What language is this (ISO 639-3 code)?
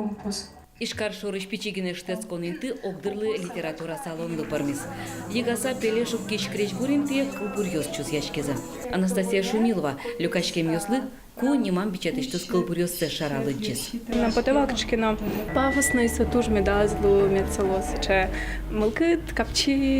udm